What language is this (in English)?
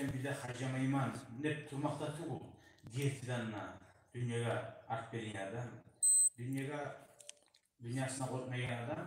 Kumyk